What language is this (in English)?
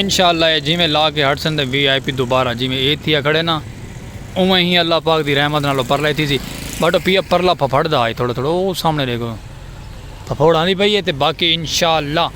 Saraiki